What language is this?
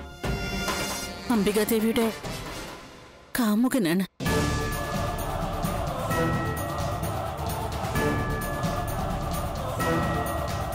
Malayalam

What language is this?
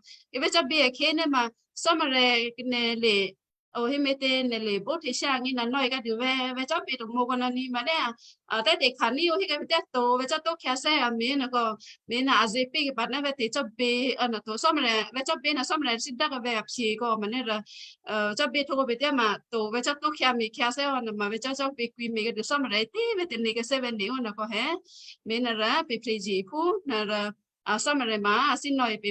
Western Kayah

